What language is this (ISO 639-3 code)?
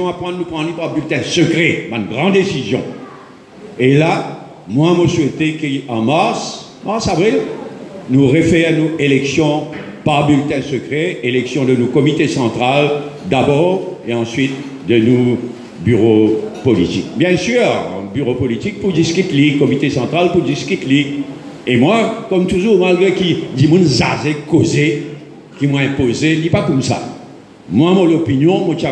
mfe